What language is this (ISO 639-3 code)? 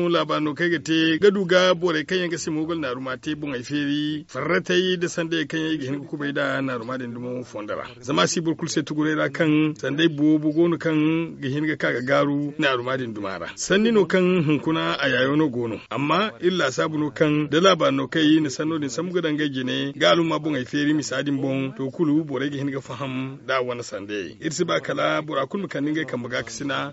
dje